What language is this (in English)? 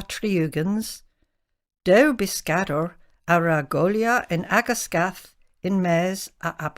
Cornish